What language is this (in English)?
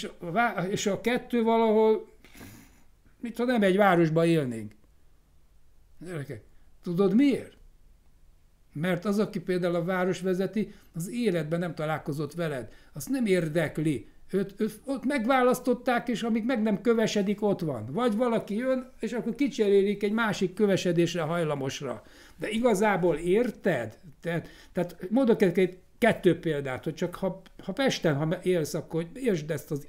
Hungarian